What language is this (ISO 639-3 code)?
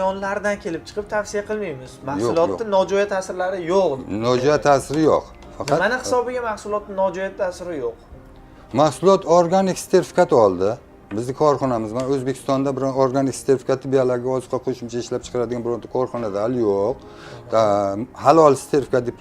uzb